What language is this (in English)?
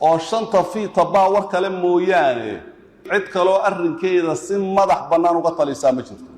Somali